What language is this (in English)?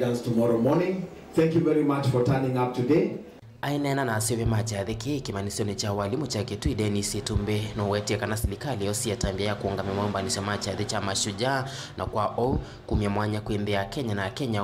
Kamba